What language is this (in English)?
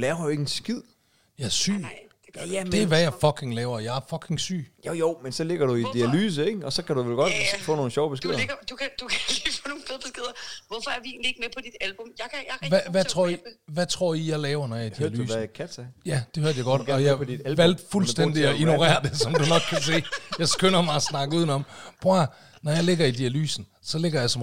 Danish